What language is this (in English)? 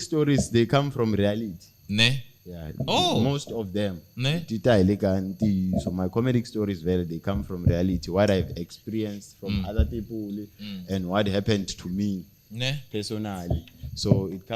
Tsonga